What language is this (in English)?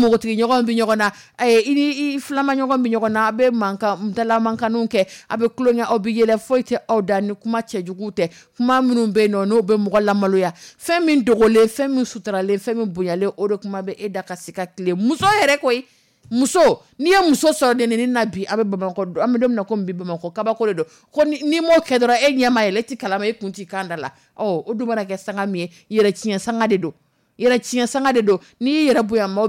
Dyula